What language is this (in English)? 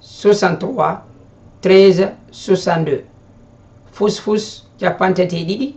Fula